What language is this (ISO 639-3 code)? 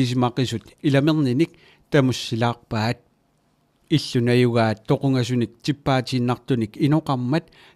kal